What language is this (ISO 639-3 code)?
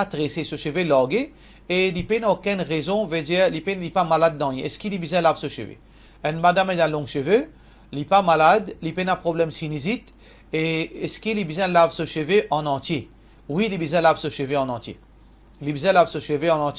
mfe